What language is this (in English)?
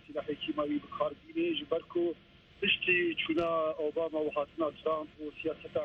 Kurdish